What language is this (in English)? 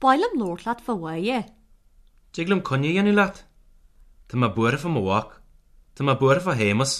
Irish